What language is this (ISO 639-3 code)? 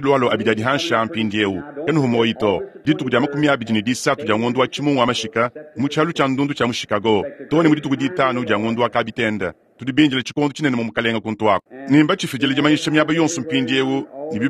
lua